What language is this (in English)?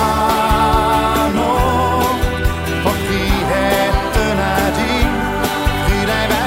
Estonian